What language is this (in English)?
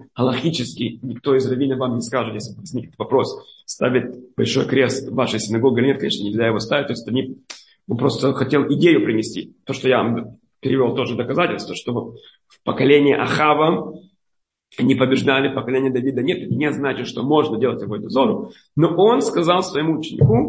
Russian